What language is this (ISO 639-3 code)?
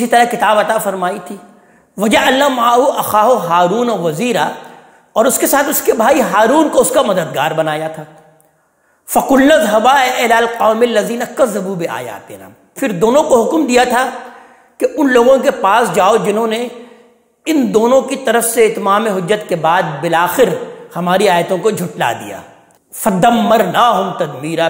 urd